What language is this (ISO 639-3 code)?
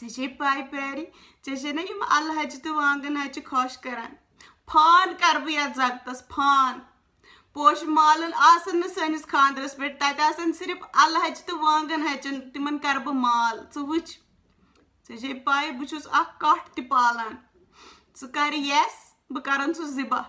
kas